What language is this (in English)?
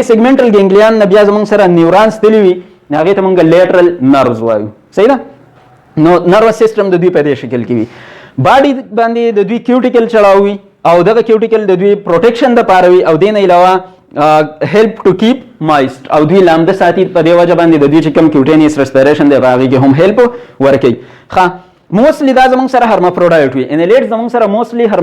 Pashto